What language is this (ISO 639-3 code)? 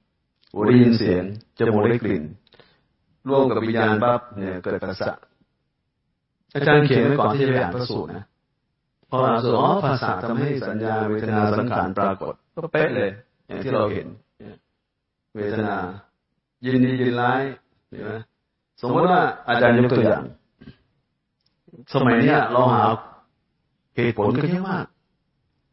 tha